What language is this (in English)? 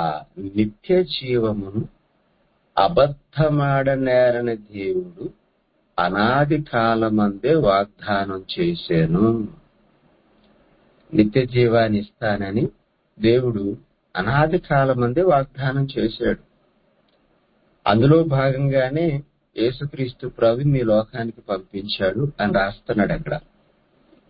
Telugu